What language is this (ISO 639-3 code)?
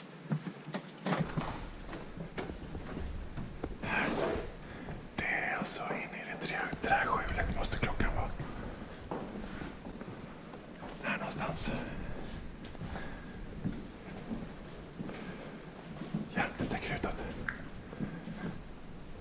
swe